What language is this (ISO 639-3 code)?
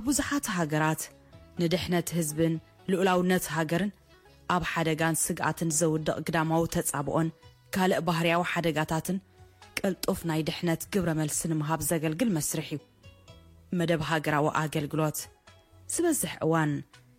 tir